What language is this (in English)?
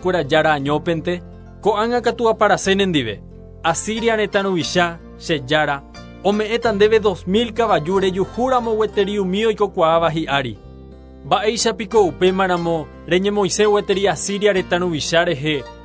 Guarani